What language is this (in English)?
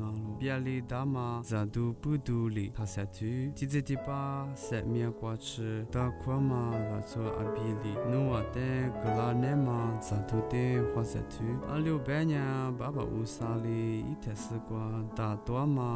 Lisu